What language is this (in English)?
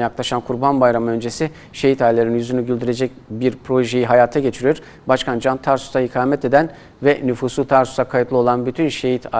Turkish